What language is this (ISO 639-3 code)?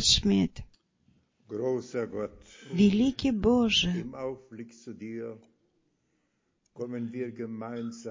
bul